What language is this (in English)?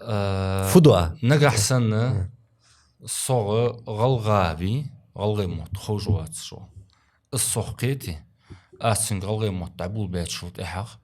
Ingush